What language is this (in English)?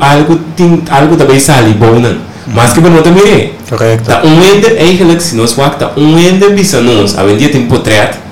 Papiamento